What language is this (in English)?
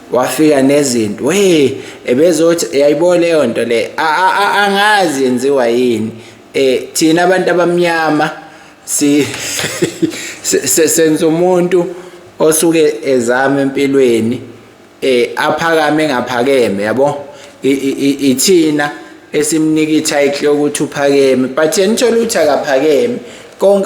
Zulu